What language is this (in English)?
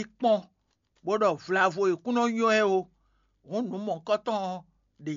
Fon